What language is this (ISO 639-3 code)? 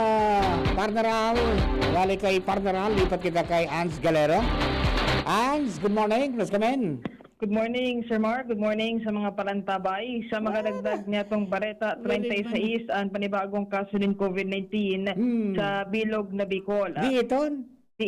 bik